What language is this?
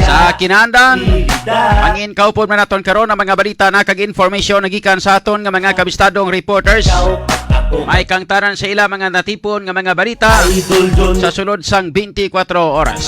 Hiligaynon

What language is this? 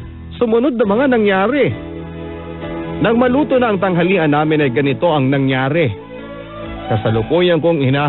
Filipino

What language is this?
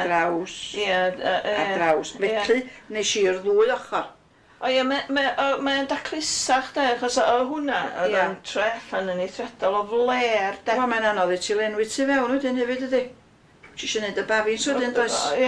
Welsh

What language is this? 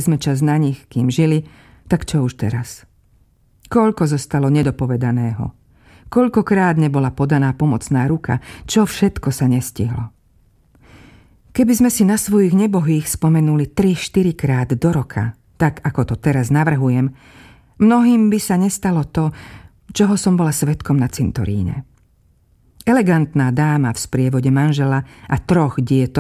Slovak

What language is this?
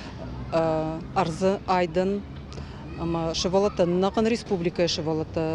Ossetic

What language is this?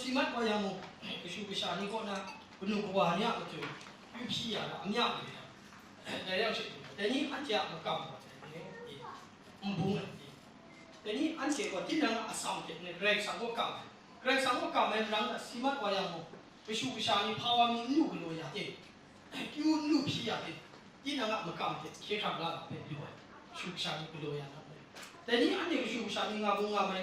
Kachin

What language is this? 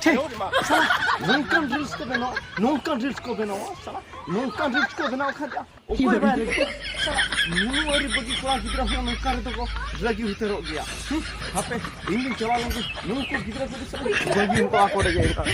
Santali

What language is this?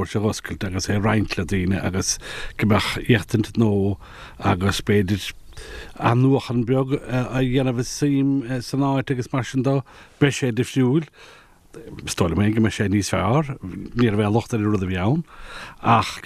Irish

